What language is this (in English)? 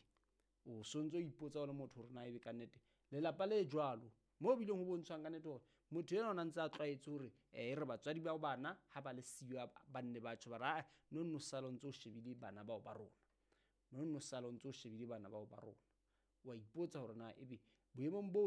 Southern Sotho